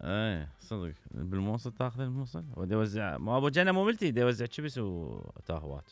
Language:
Mesopotamian Arabic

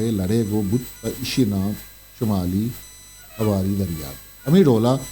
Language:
Eastern Balochi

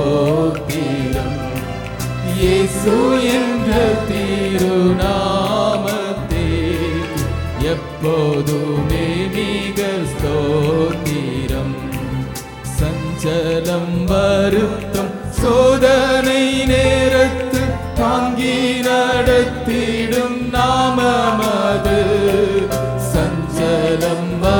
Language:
Tamil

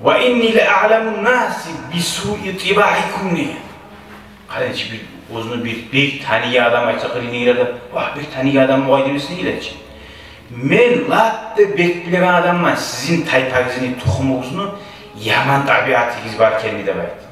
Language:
Kumyk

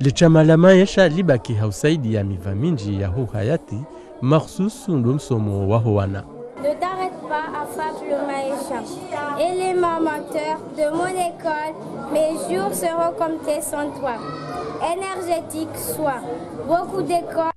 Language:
Ngazidja Comorian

